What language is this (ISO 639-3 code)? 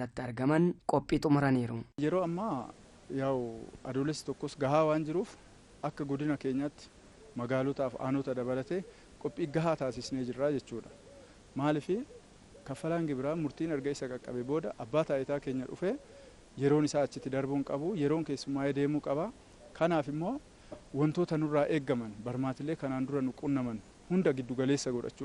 orm